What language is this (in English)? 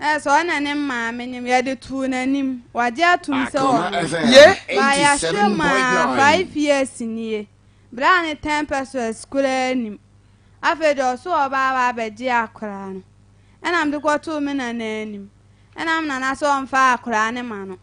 Akan